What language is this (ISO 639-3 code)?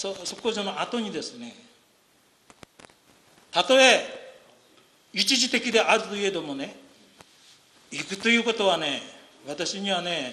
jpn